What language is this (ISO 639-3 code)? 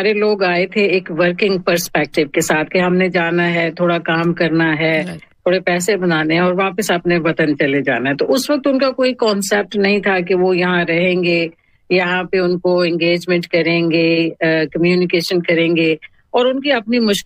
urd